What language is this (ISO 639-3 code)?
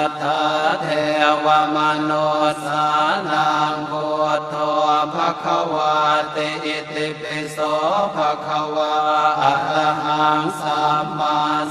pli